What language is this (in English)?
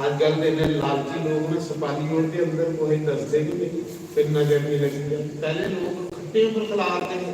Dogri